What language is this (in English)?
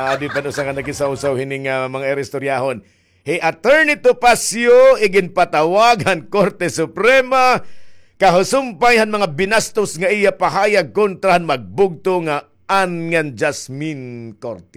Waray